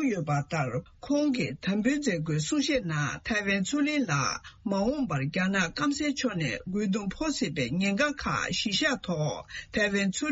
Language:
Tibetan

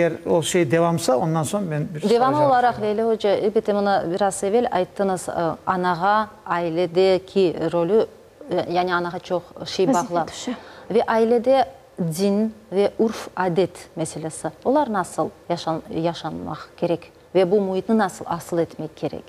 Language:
Crimean Tatar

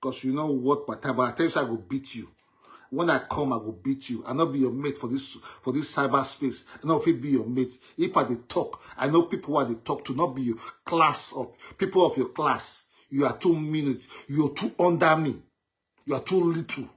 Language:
Nigerian Pidgin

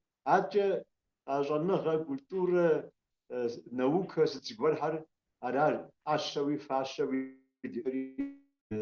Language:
Kabardian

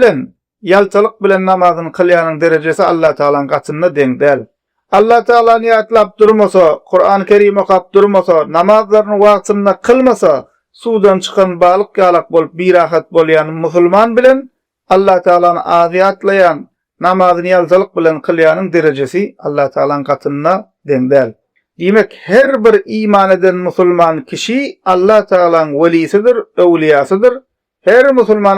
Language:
Turkmen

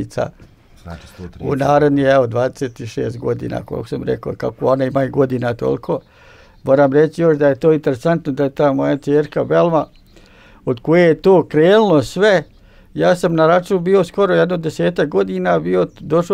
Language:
Bosnian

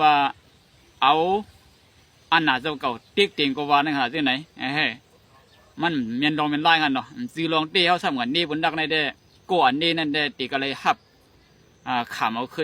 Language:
Shan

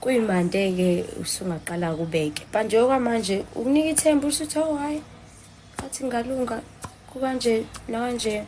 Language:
Zulu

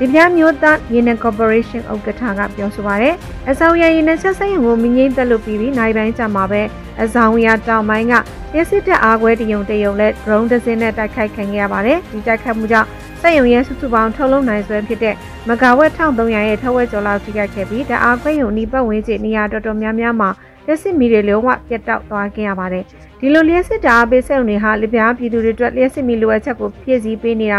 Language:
Burmese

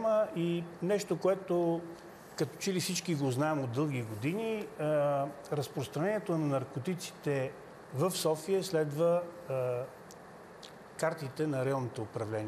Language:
Bulgarian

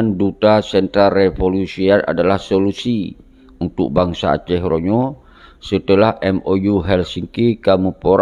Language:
Achinese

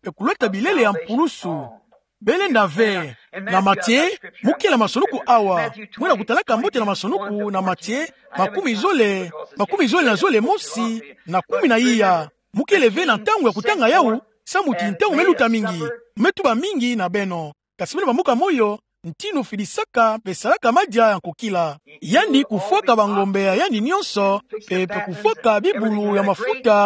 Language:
Kituba (Democratic Republic of Congo)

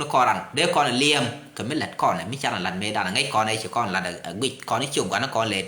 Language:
Nuer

